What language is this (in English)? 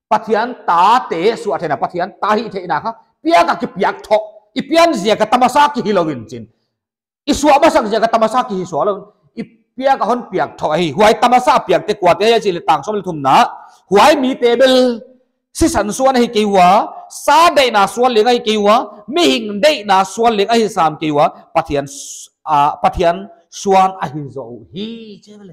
Paite Chin